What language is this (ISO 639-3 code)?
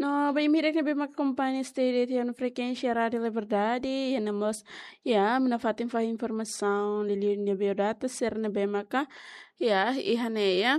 tet